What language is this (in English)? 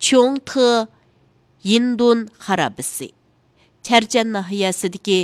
Uyghur